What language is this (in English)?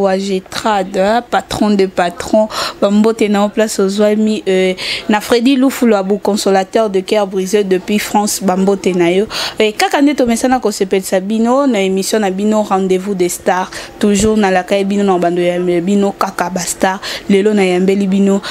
Lingala